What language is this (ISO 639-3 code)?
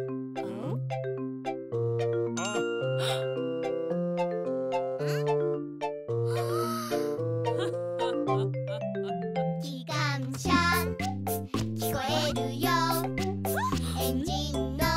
jpn